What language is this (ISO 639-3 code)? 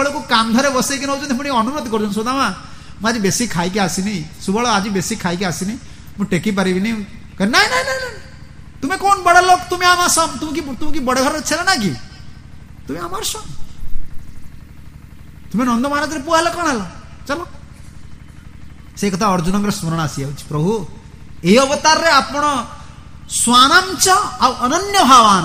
ori